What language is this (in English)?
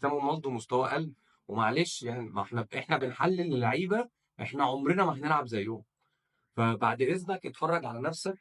Egyptian Arabic